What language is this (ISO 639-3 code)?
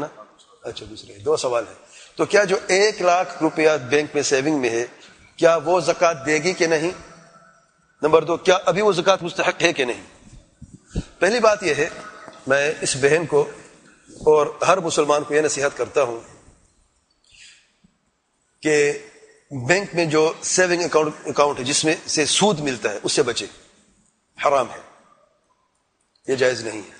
urd